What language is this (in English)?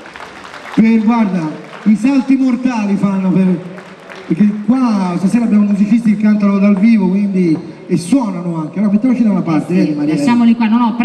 Italian